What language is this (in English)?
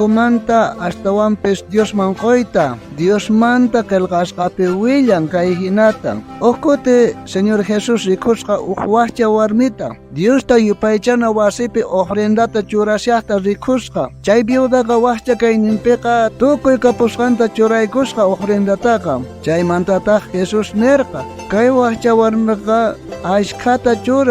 South Bolivian Quechua